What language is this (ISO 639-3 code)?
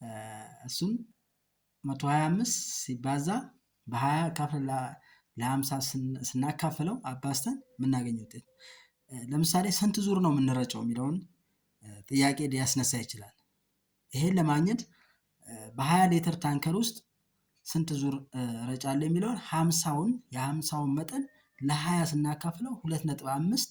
amh